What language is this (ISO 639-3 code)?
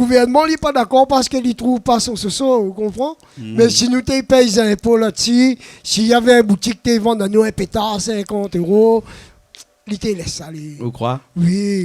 rcf